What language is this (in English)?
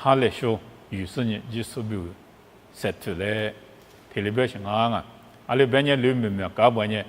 Lisu